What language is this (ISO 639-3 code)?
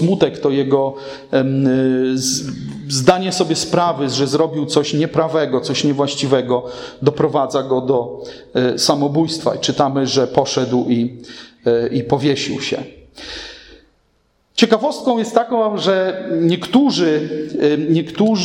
pol